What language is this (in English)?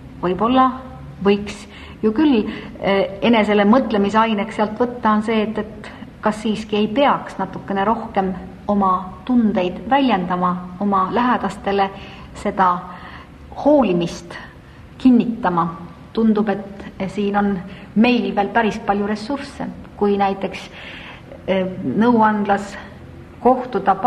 Estonian